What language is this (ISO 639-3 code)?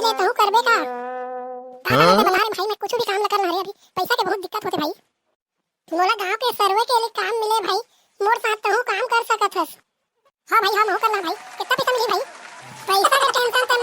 hne